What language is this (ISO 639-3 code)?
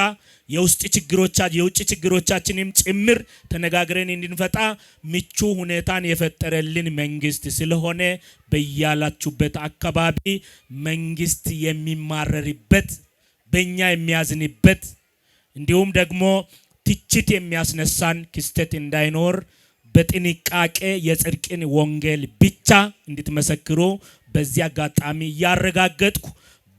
amh